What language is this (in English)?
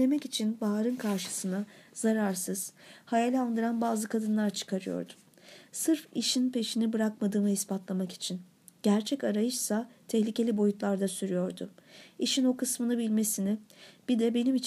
Turkish